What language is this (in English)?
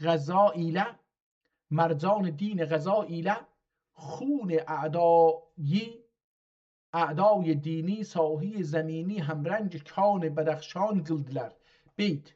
South Azerbaijani